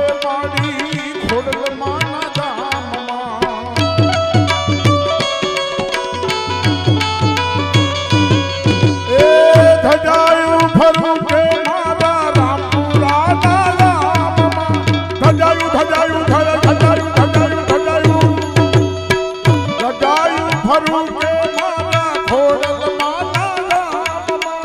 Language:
Gujarati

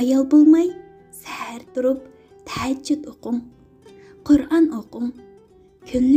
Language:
Uyghur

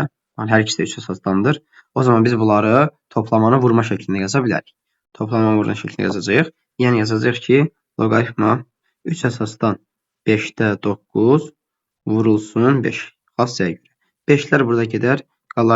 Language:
Azerbaijani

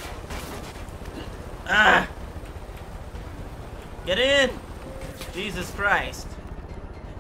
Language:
English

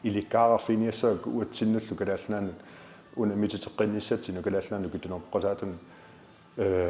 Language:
Kalaallisut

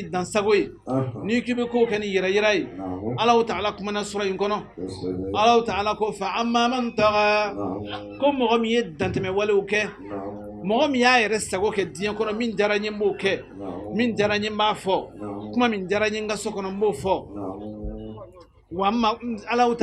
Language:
Bambara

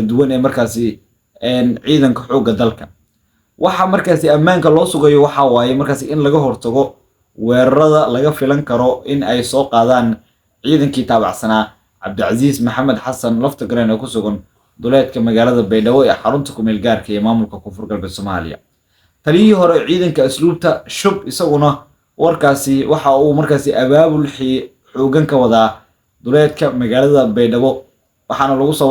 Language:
Somali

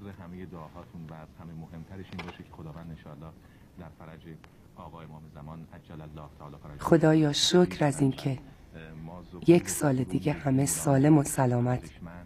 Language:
Persian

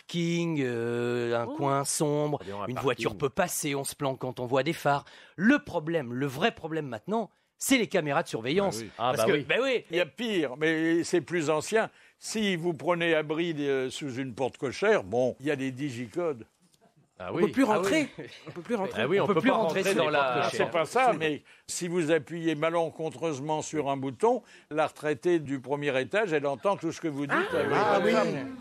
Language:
French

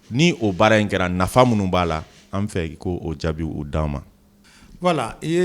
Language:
Bambara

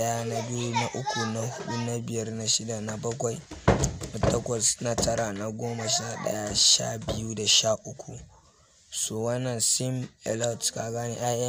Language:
Hausa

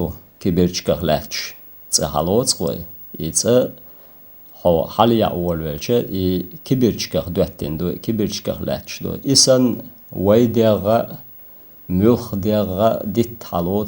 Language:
Chechen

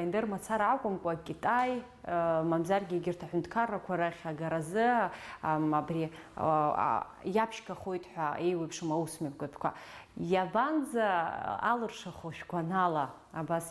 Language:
Abkhazian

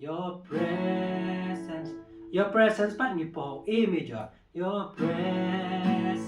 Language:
Khasi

